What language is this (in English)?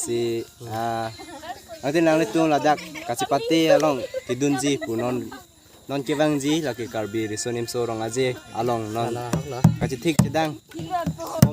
Karbi